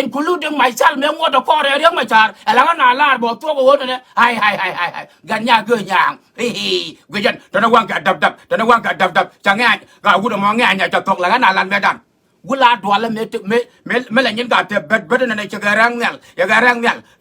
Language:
Nuer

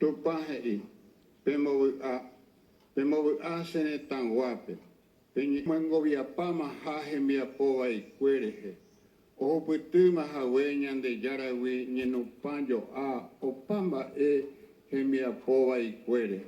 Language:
Guarani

